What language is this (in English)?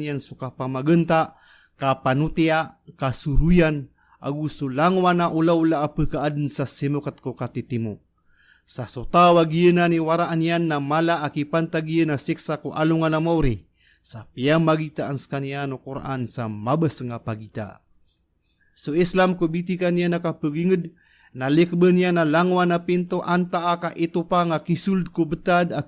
Maranao